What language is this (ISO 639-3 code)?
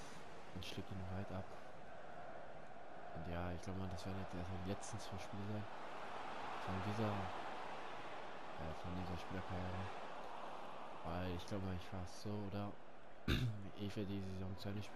deu